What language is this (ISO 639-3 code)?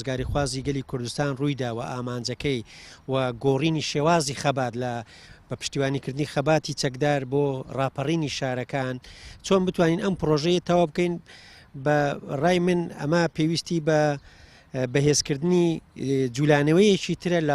ckb